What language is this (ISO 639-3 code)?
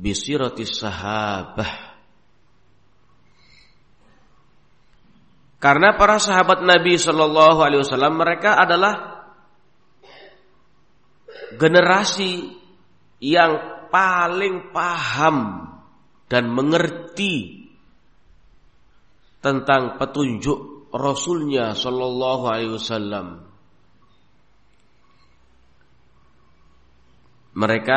ind